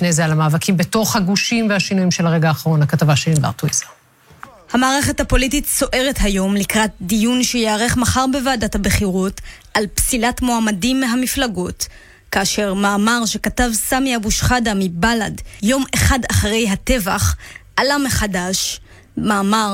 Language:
Hebrew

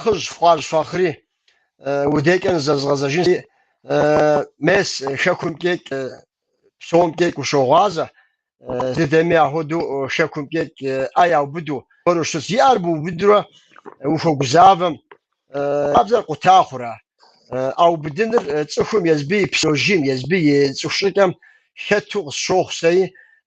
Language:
Kabardian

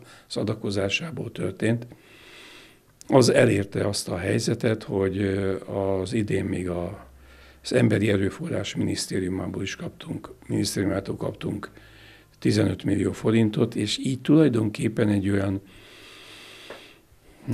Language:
Hungarian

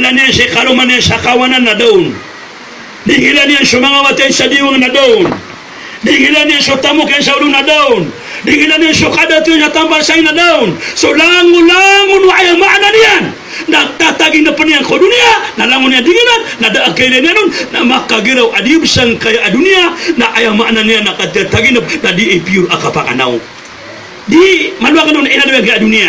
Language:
Maranao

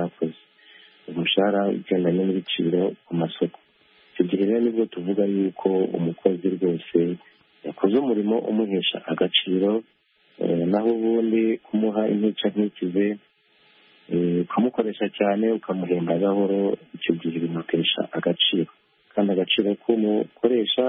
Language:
Kinyarwanda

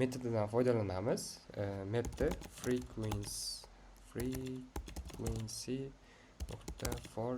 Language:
Uzbek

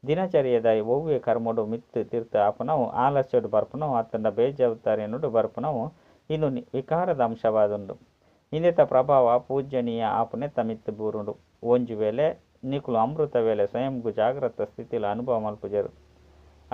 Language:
Tulu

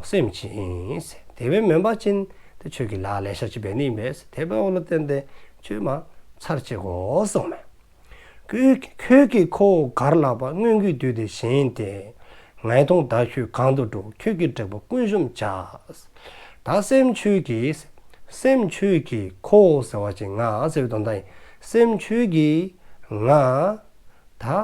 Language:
Dzongkha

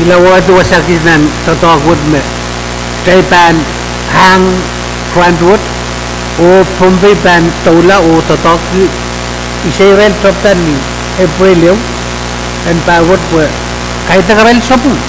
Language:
Pohnpeian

